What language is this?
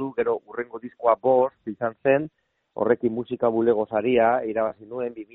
Basque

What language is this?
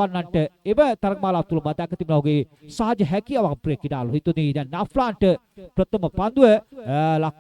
Sinhala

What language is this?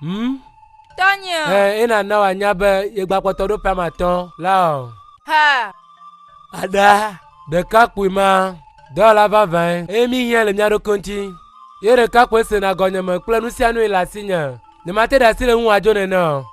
Ewe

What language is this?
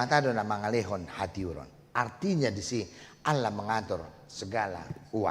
Batak Toba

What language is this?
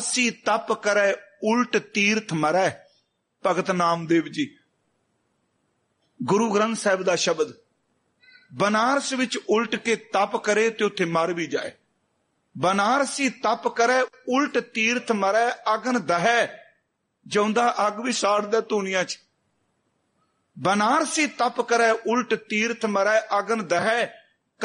Punjabi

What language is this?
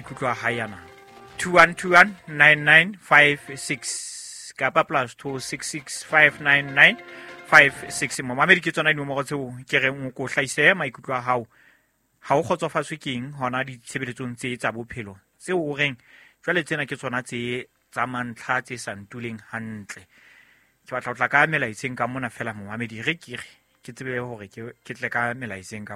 Southern Sotho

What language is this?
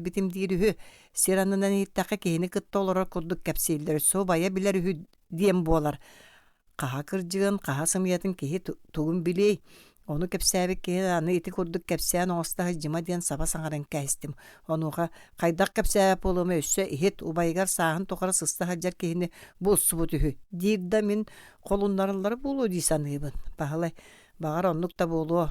Yakut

